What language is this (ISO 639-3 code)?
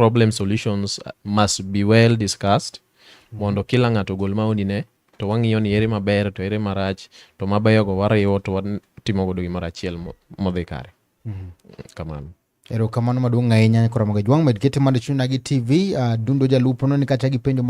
luo